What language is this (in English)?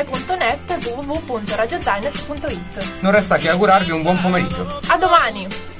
Italian